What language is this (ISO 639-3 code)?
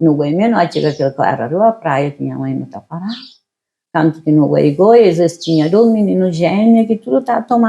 kea